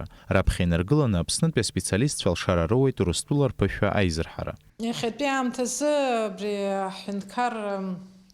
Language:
Abkhazian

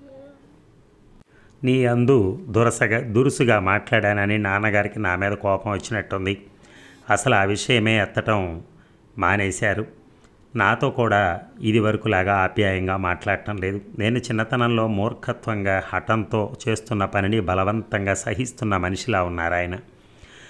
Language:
Telugu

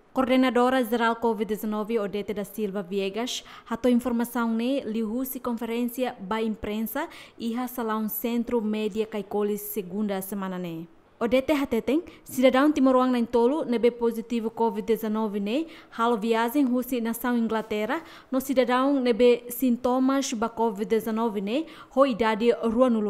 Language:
Tetum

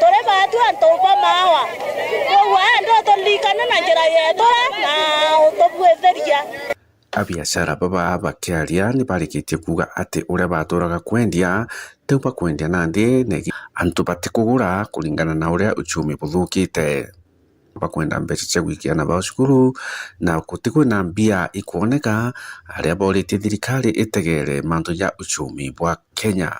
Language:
Meru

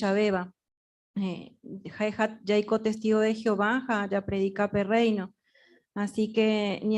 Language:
Guarani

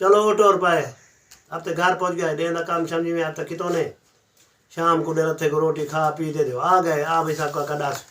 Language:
Saraiki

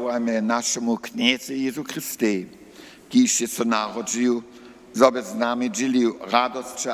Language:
Upper Sorbian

